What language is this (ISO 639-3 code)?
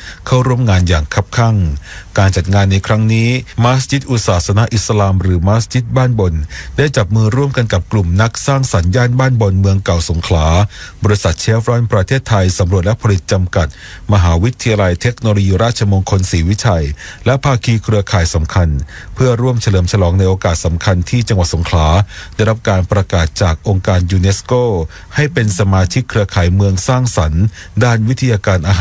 tha